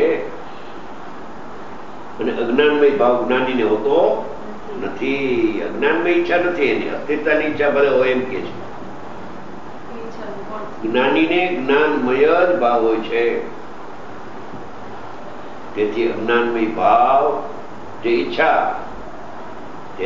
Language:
Gujarati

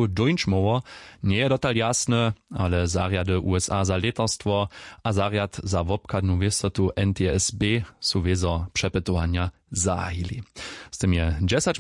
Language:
Upper Sorbian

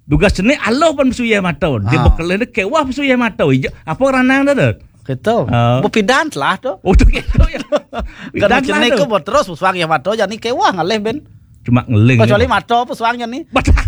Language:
Balinese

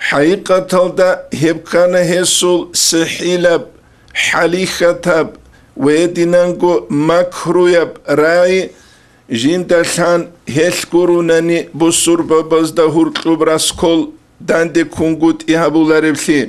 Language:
Avaric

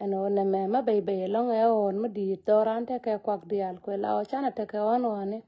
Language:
Nuer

